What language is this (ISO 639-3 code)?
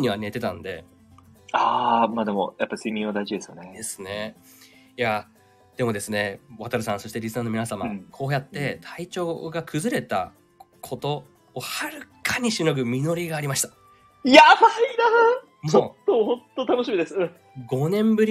jpn